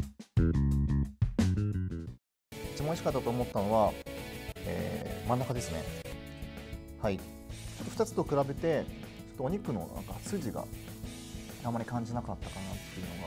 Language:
Japanese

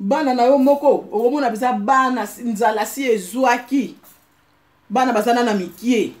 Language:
Lingala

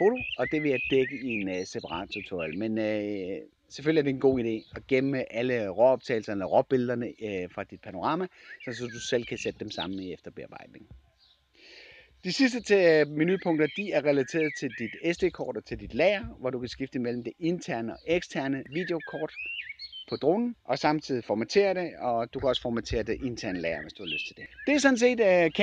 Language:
Danish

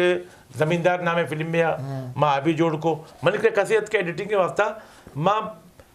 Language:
Eastern Balochi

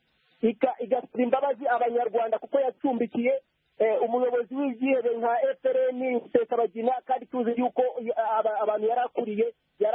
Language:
Kinyarwanda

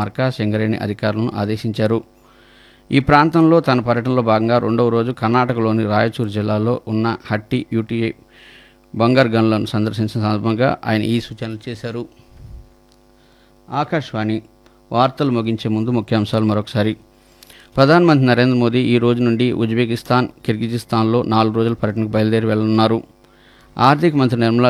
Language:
Telugu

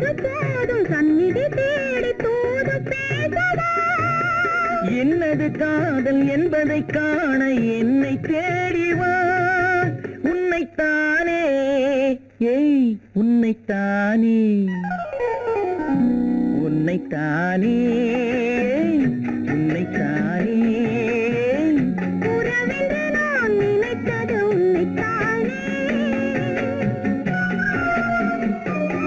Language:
Tamil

